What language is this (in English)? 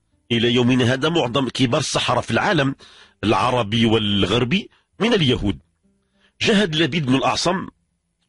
Moroccan Arabic